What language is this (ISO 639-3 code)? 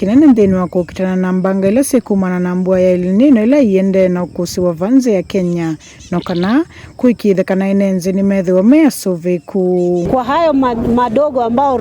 kam